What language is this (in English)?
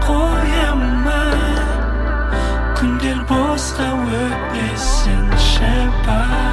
Kazakh